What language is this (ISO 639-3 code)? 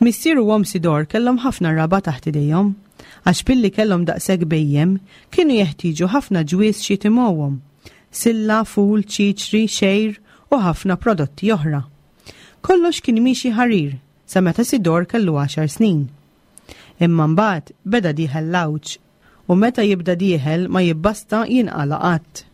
mlt